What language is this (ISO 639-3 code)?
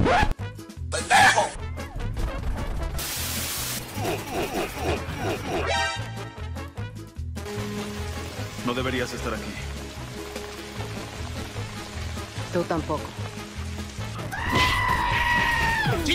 spa